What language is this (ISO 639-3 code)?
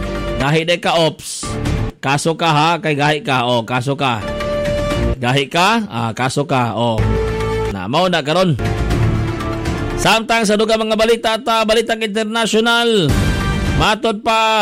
ceb